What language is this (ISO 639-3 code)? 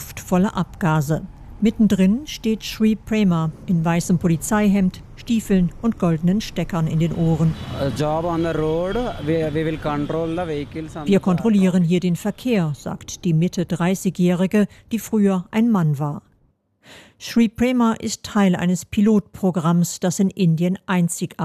deu